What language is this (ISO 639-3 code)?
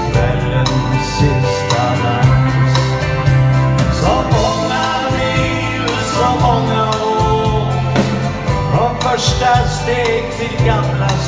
swe